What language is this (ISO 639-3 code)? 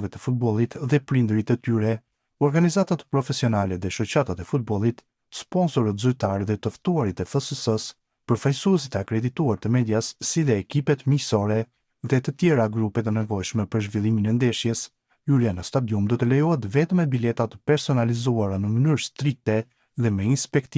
sqi